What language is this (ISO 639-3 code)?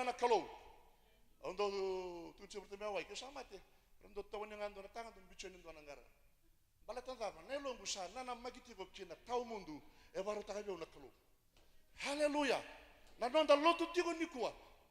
fij